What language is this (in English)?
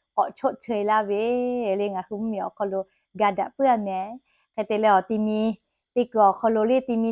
Lahu